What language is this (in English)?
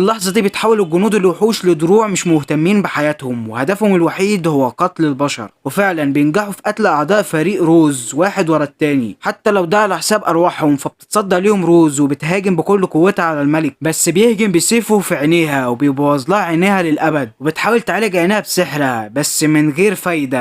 Egyptian Arabic